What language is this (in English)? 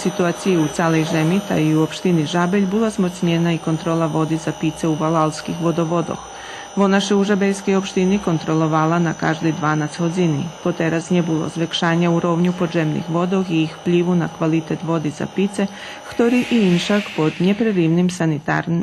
Rusyn